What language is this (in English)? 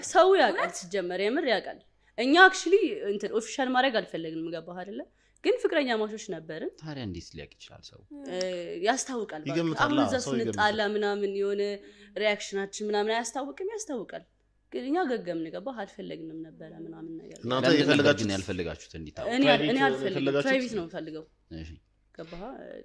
Amharic